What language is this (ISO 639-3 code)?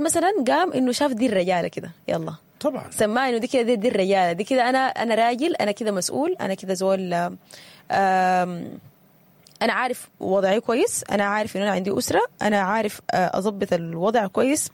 apd